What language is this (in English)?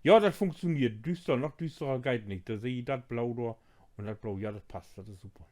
Low German